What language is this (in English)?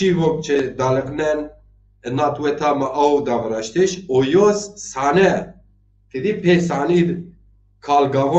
Zaza